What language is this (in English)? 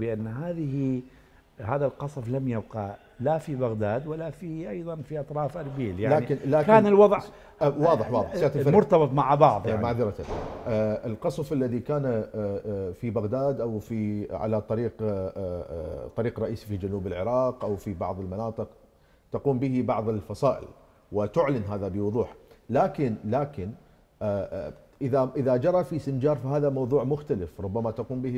Mesopotamian Arabic